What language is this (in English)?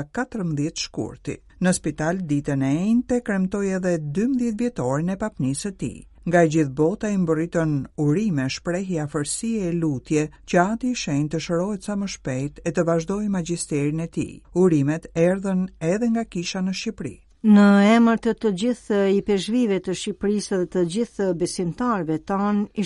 Albanian